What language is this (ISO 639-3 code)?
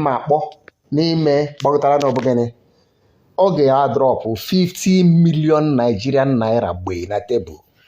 ibo